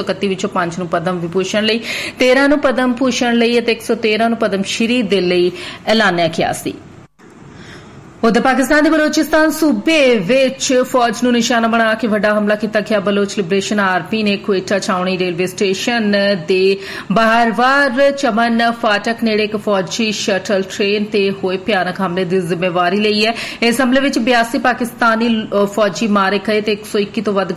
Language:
Punjabi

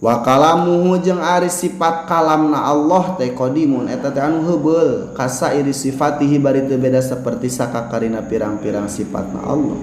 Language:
Sundanese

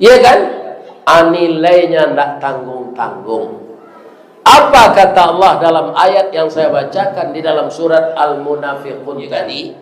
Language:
Minangkabau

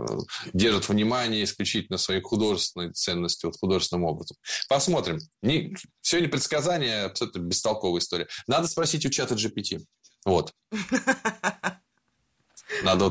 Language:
Russian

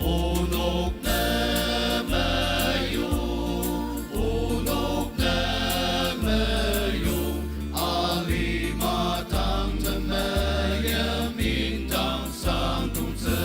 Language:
Ao Naga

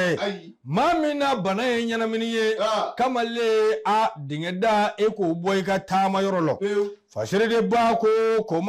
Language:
Bambara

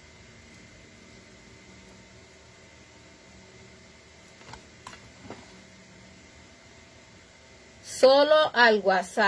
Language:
Spanish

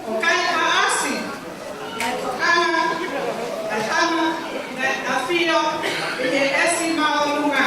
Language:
Tongan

